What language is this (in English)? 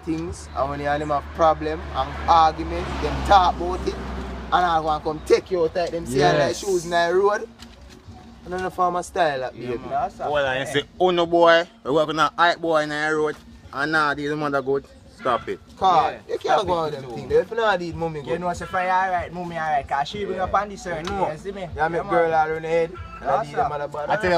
Jamaican Creole English